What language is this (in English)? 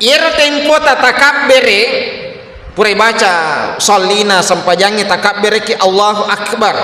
Buginese